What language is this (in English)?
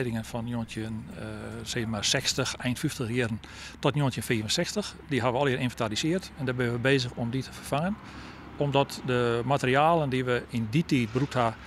Western Frisian